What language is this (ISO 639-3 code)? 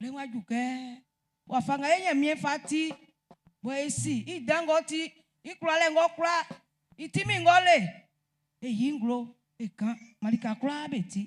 bci